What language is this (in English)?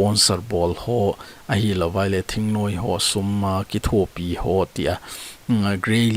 Thado Chin